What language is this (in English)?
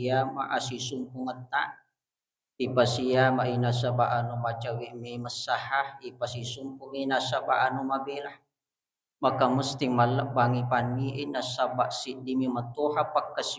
Buginese